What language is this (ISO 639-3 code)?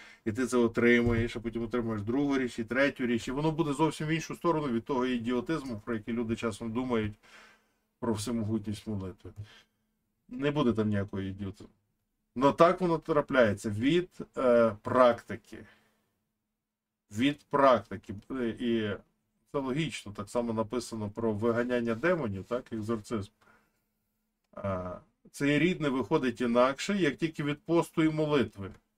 ukr